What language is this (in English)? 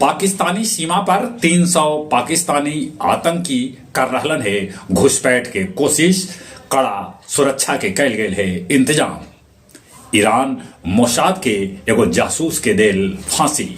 Magahi